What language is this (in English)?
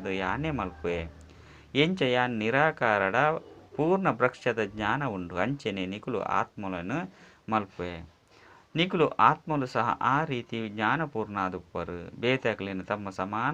Tulu